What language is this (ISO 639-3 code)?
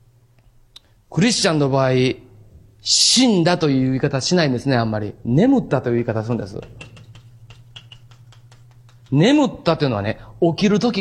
jpn